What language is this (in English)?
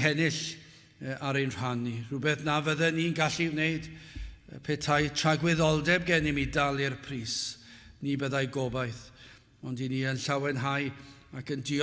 Welsh